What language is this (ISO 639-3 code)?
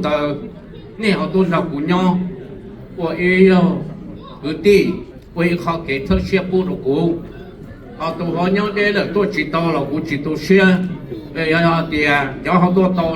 hmn